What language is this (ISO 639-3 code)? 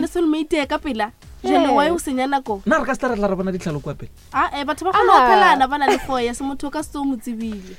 nso